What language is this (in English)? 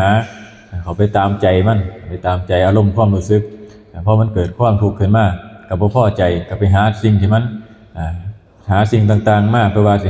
Northeastern Thai